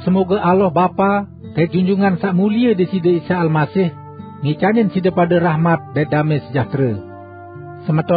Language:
Sasak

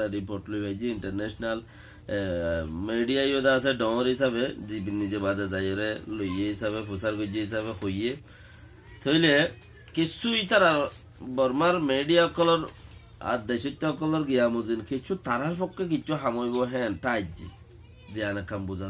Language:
Rohingya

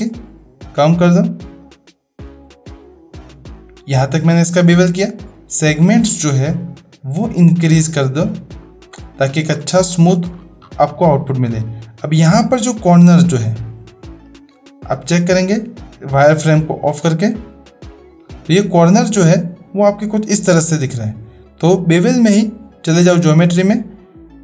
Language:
Hindi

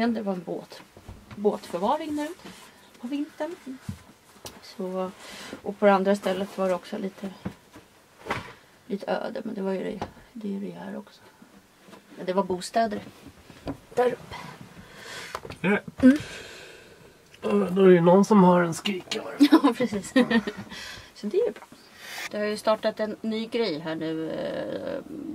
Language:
Swedish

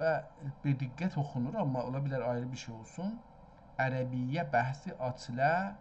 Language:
South Azerbaijani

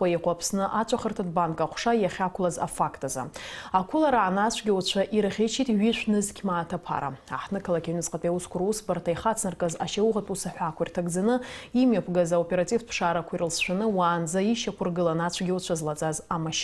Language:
Abkhazian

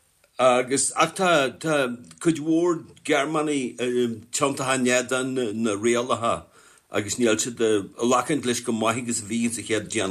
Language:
Irish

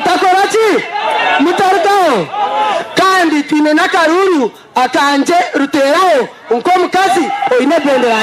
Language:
Nyankole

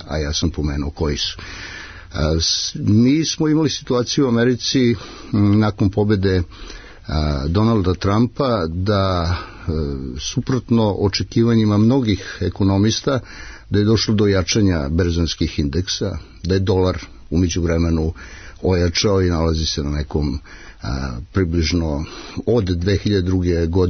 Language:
Serbian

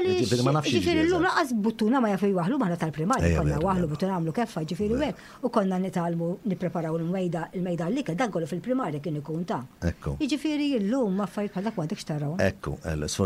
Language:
Maltese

